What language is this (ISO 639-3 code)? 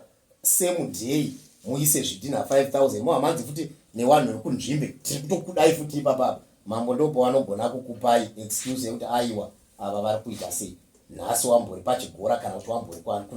sna